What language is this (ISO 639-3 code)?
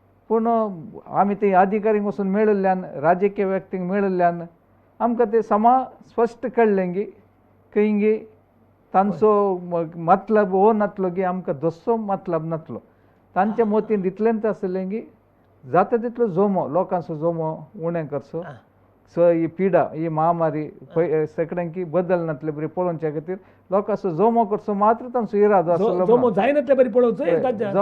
kok